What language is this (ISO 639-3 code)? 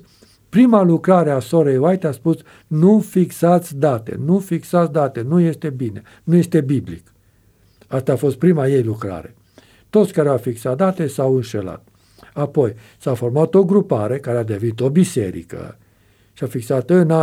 ron